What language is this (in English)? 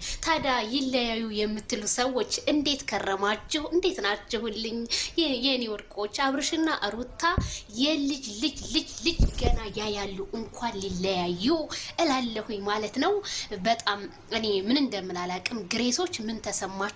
Amharic